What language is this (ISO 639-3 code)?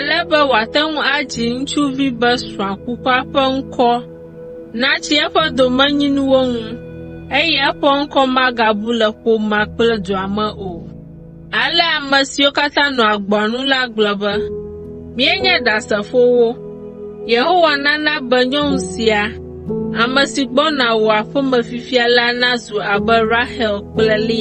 ewe